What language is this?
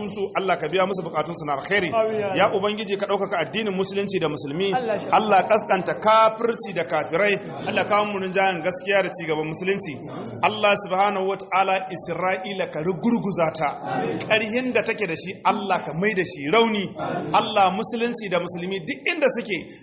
Hausa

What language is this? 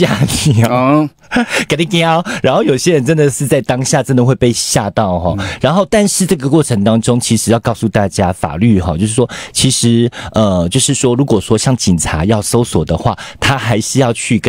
Chinese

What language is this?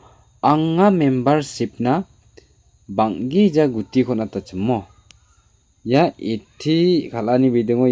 Garo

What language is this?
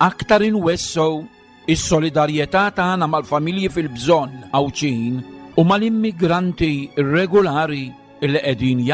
Maltese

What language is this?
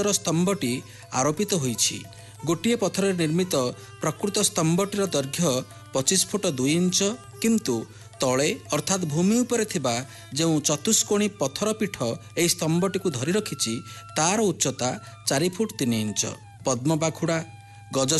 Odia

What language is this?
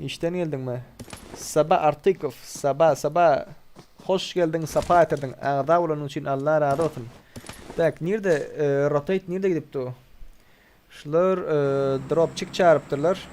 Turkmen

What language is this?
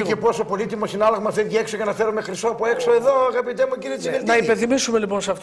Greek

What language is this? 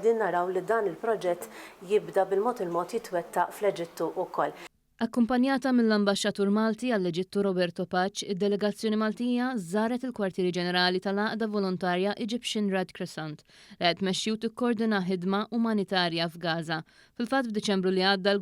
Maltese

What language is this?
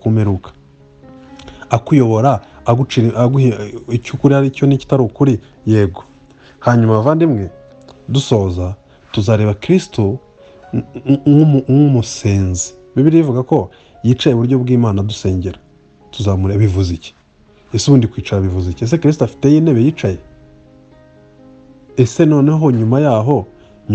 Kinyarwanda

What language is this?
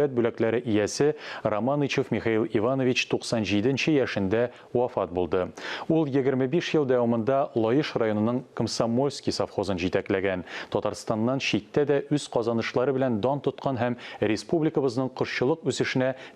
Tatar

